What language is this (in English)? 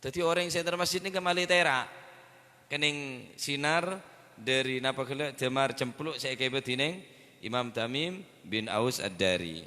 Madurese